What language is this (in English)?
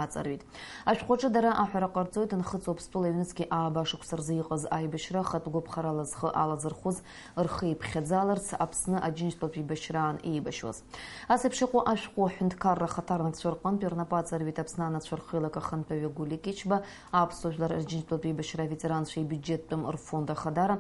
Abkhazian